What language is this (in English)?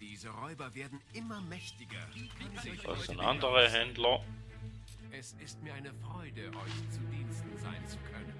Swiss German